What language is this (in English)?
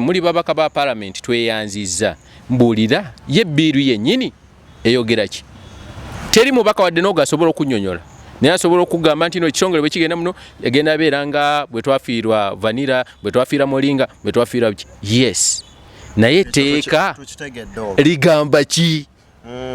Ganda